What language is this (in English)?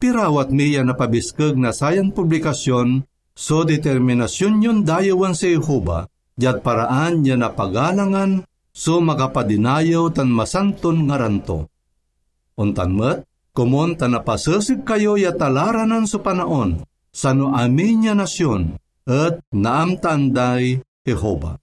Pangasinan